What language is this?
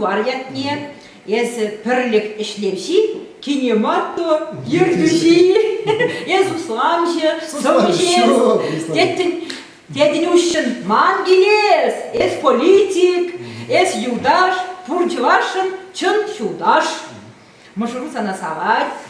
Chuvash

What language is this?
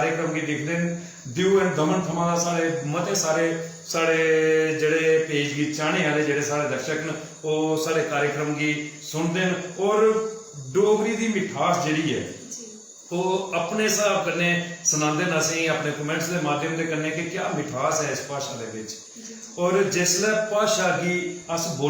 Dogri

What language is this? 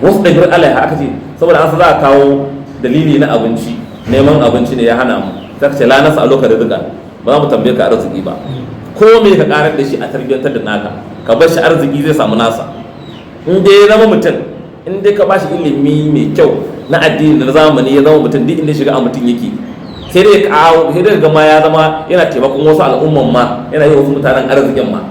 Hausa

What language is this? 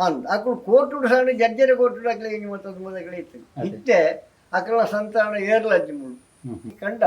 Tulu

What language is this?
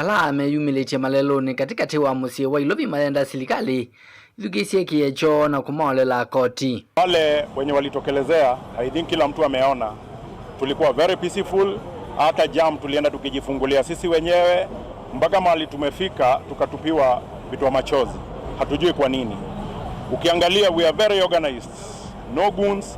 Kamba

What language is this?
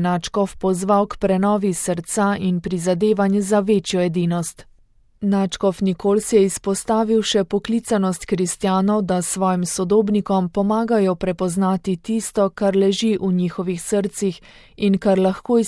Slovenian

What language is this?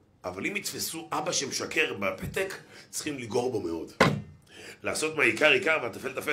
Hebrew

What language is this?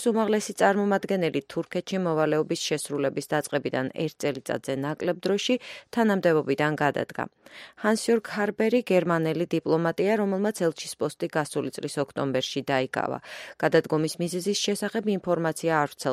Georgian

